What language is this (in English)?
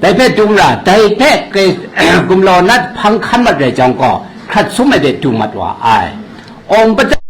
Kachin